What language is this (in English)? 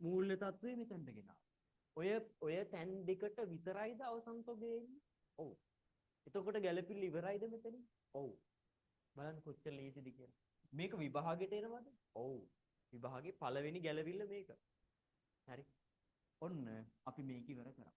Sinhala